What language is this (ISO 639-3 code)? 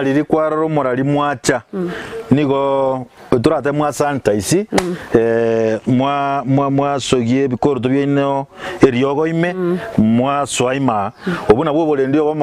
guz